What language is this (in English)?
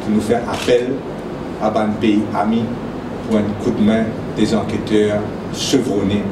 Morisyen